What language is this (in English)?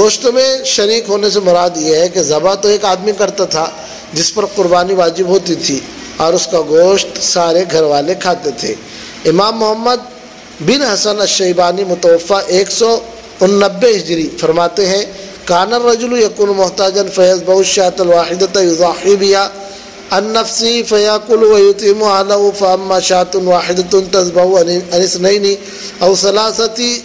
Urdu